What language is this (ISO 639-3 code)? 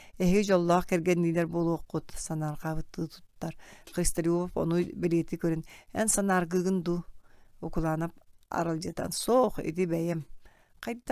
sah